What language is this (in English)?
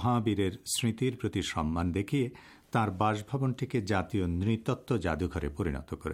Bangla